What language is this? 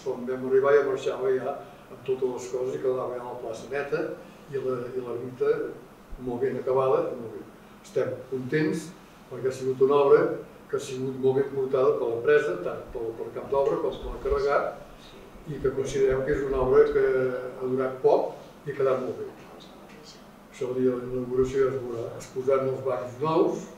Catalan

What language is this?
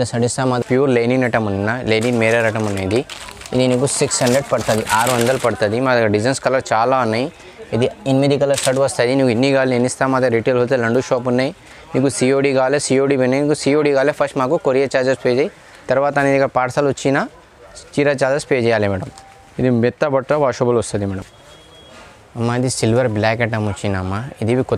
Telugu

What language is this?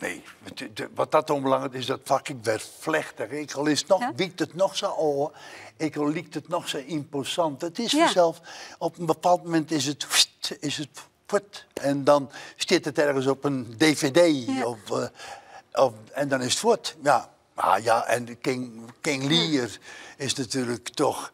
Western Frisian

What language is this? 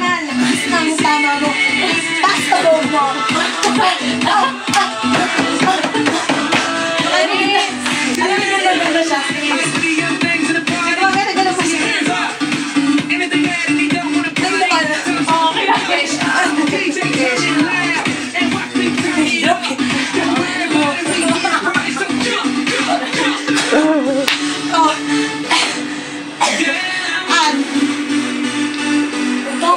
Filipino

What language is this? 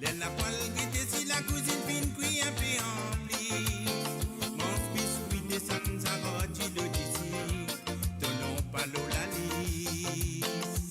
Morisyen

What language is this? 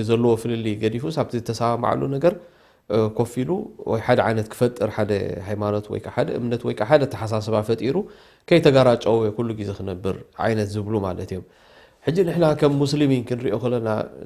Tigrinya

